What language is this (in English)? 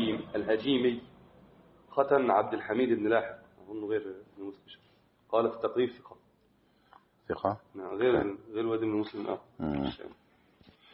Arabic